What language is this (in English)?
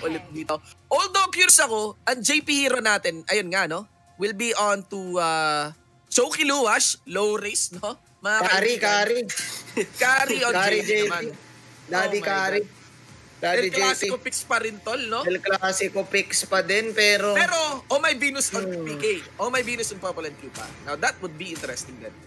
Filipino